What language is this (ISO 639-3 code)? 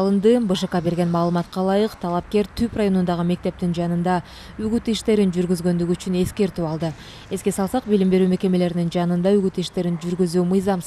kir